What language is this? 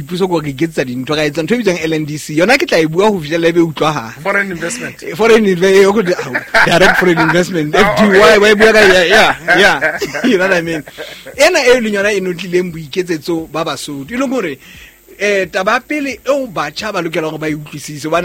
Southern Sotho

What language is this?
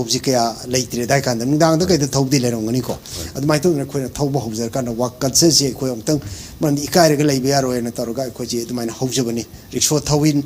Manipuri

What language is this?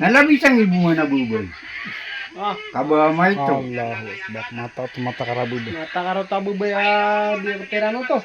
Maranao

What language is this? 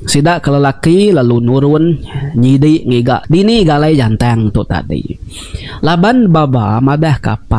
Iban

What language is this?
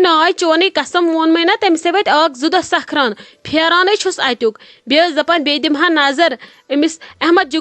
Kashmiri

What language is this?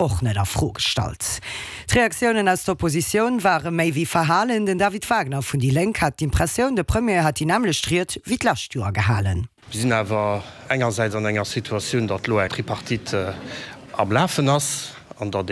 Luxembourgish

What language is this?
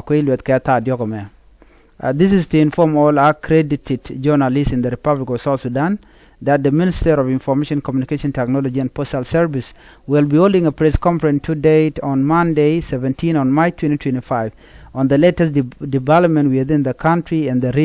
Nuer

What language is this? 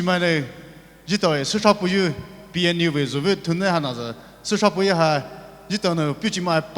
Poumei Naga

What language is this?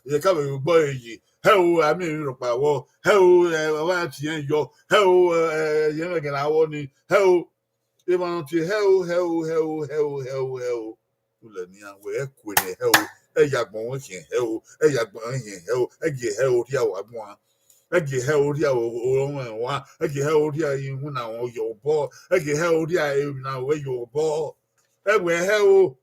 Bini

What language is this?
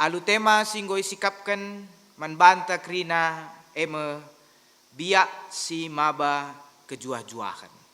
Batak Karo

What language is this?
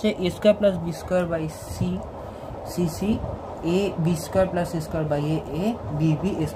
Bangla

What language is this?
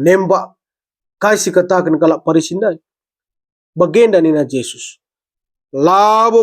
Batak Karo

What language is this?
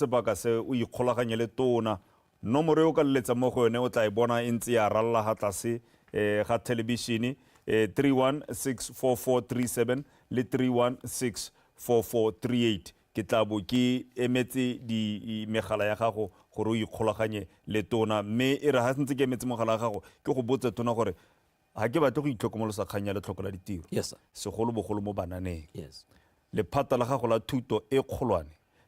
Tswana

